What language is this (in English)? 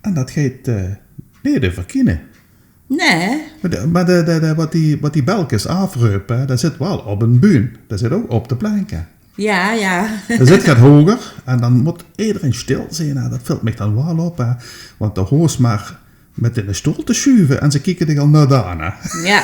Limburgish